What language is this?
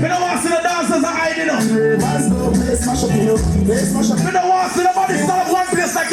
Jamaican Creole English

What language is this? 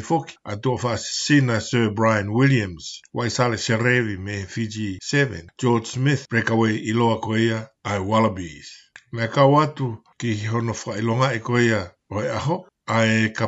Tongan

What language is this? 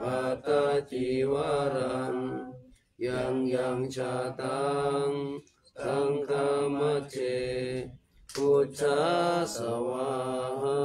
Pali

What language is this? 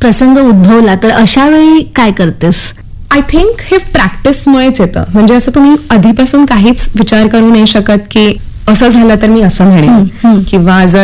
Marathi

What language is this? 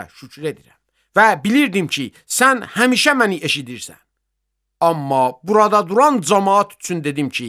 Azerbaijani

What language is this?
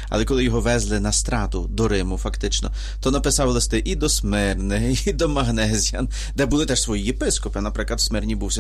Ukrainian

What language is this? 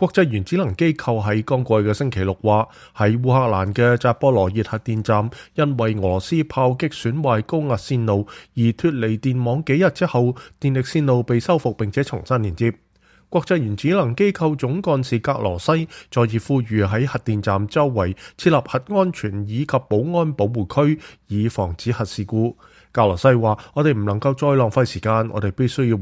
Cantonese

